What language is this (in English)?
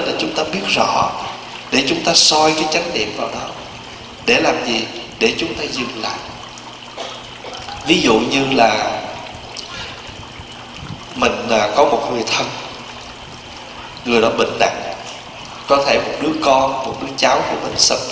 Vietnamese